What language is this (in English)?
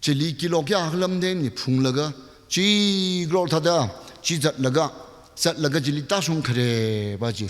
Tangkhul Naga (India)